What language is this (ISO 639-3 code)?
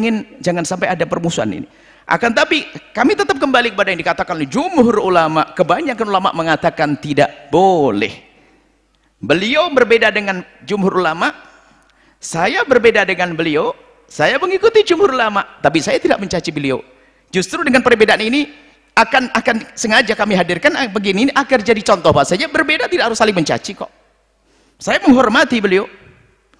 ind